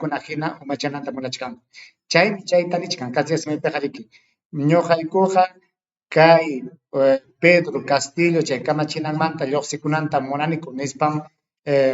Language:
Ayacucho Quechua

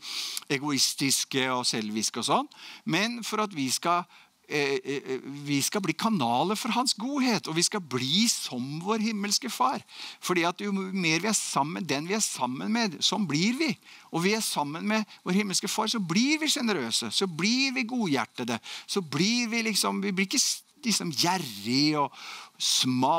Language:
Norwegian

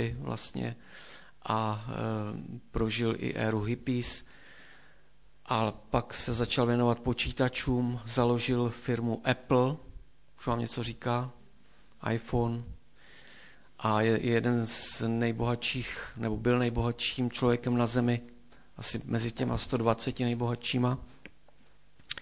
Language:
Czech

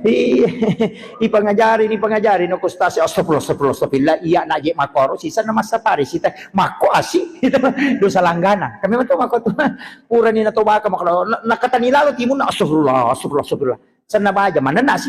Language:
Buginese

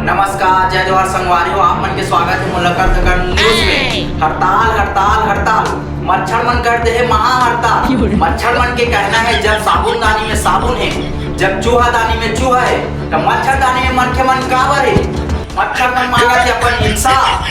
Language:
Chhattisgarhi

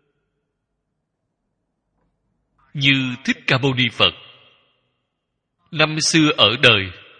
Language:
Vietnamese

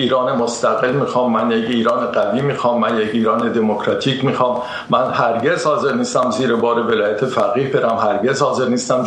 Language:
Persian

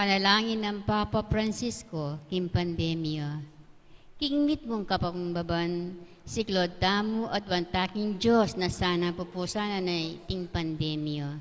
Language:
Pampanga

